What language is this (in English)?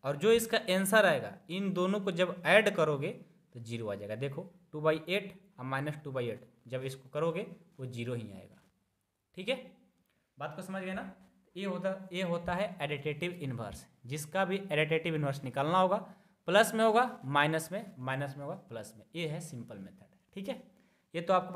Hindi